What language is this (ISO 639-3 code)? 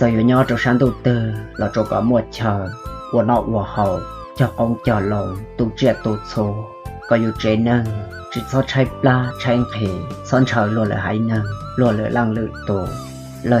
hmn